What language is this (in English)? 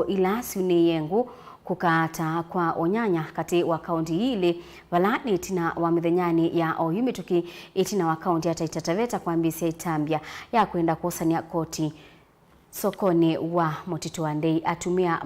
Kamba